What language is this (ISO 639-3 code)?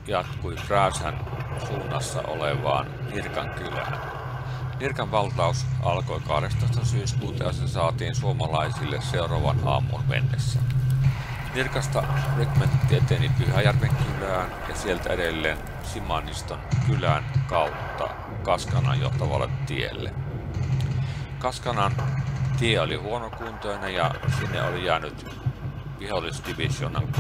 fin